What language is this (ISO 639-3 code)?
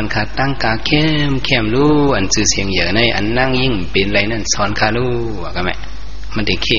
shn